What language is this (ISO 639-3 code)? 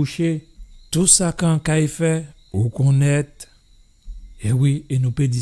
gcf